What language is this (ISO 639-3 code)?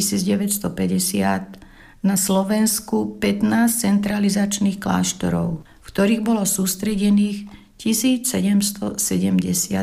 slk